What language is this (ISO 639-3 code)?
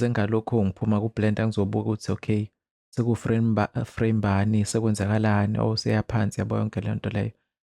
zul